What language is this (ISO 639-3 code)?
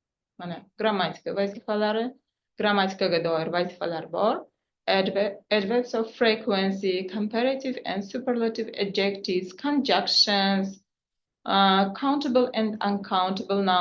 uzb